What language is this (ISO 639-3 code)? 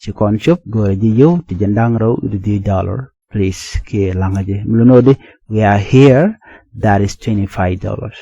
nus